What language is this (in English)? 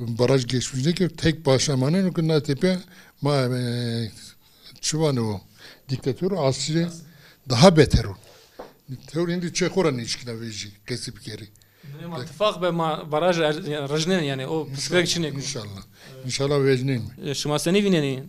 Zaza